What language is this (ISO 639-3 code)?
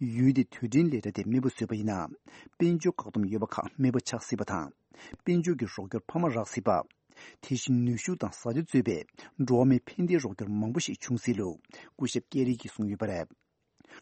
bod